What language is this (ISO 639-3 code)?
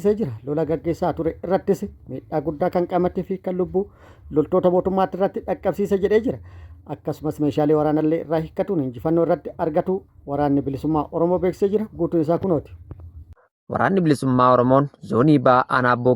orm